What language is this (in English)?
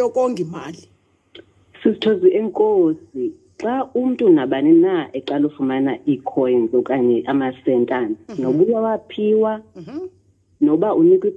Xhosa